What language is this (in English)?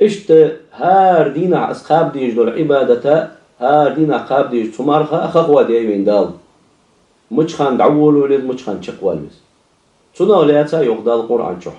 Ingush